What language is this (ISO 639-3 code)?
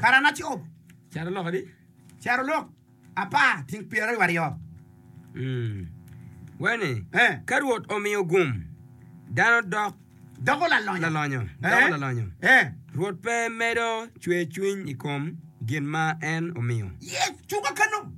ach